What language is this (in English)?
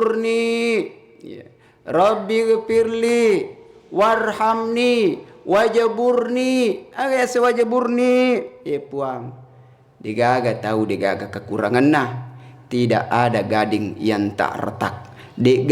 Buginese